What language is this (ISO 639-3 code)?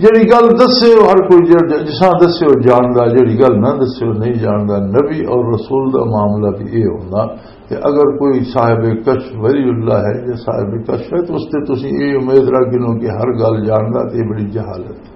lah